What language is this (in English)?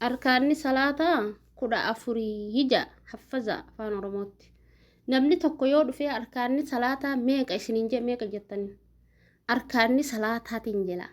Oromo